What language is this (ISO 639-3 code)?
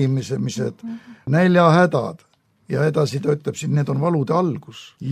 est